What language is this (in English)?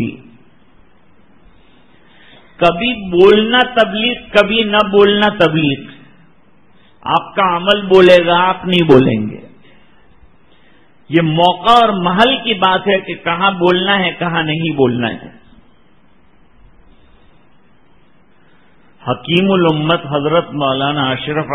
Urdu